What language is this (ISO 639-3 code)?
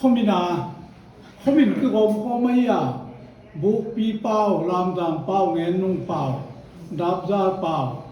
pck